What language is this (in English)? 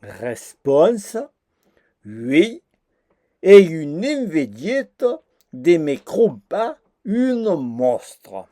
Occitan